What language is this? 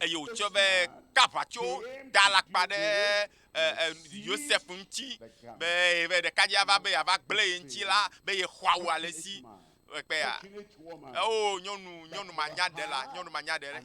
Ewe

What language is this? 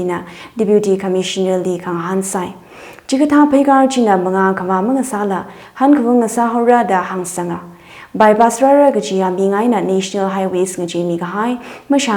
Tangkhul Naga (India)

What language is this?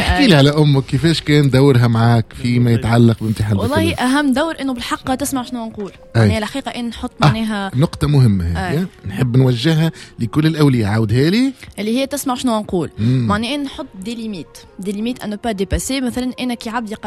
Tunisian Arabic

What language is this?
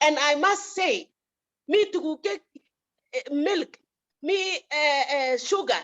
Kalenjin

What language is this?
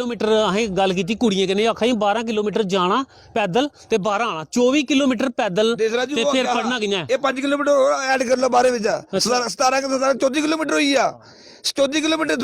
Dogri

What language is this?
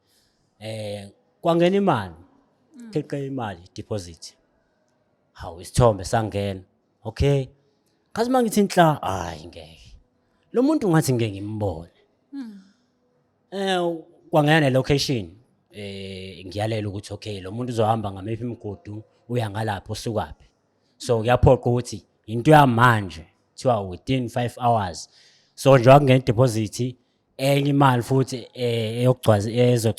Zulu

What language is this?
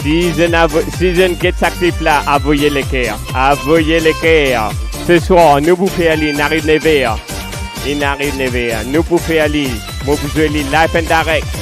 Morisyen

